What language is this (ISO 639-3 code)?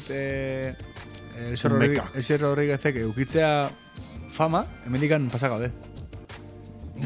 eus